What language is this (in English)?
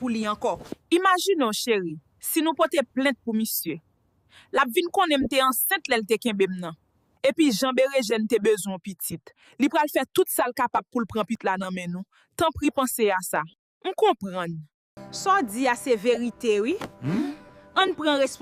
Haitian Creole